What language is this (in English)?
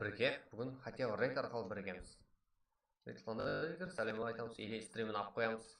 Kara-Kalpak